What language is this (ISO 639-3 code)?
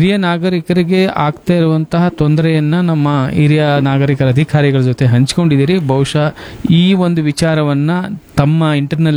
kan